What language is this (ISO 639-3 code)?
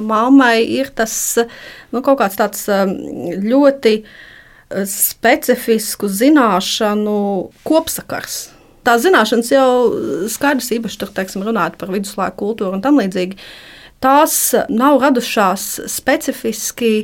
lav